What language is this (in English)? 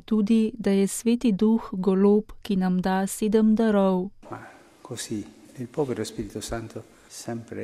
Slovenian